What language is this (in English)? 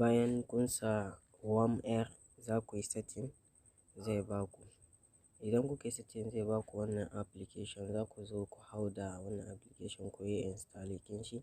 Hausa